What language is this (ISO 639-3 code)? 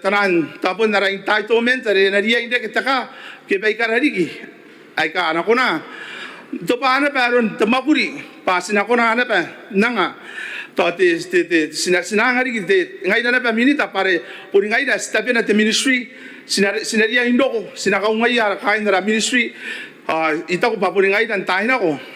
gil